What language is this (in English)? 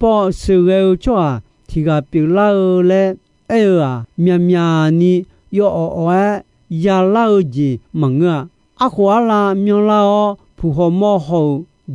Akha